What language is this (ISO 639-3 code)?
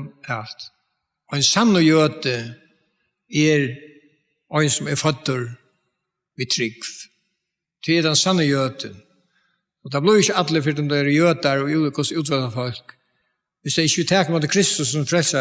fao